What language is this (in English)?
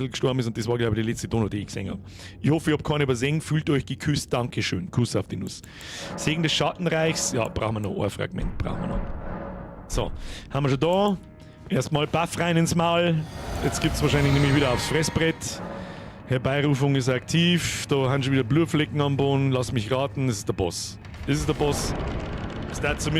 Bavarian